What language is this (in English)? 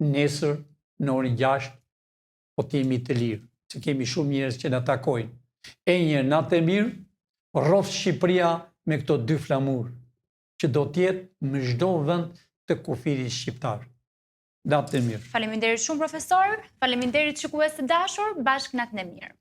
Albanian